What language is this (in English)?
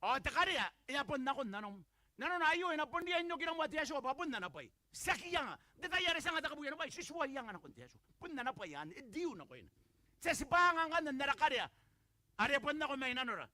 Gilbertese